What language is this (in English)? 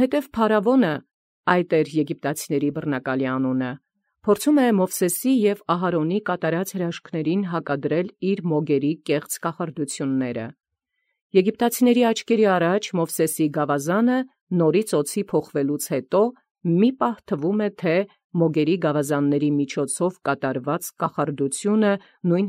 Armenian